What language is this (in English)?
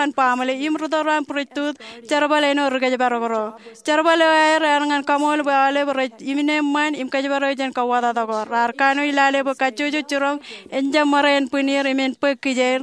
Marshallese